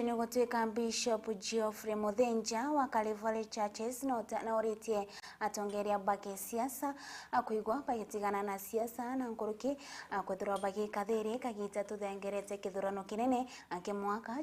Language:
Meru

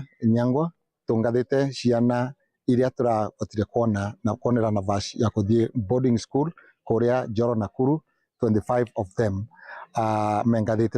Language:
Kikuyu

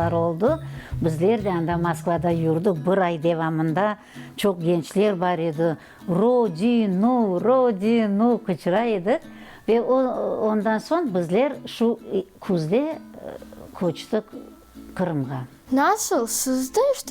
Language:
Crimean Tatar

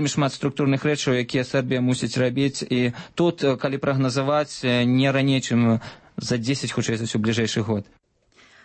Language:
Belarusian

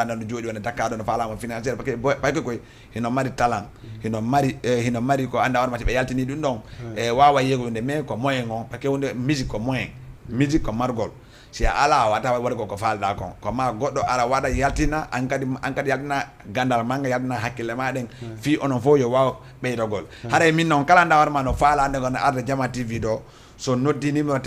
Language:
Fula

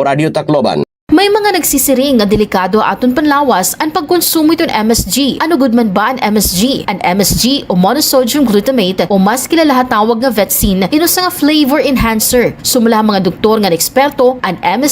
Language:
Waray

